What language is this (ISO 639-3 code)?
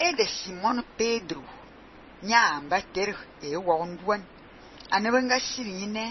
fan